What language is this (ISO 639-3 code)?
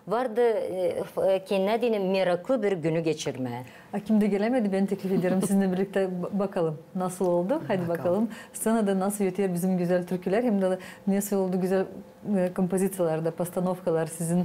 gag